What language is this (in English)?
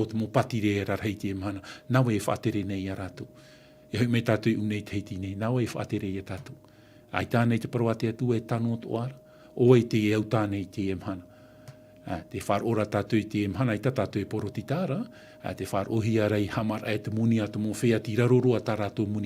Tahitian